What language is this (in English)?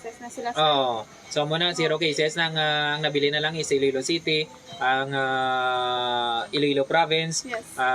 Hiligaynon